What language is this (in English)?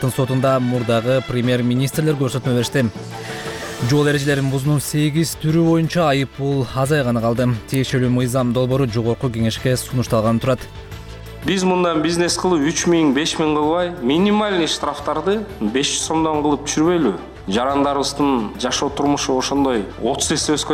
Kyrgyz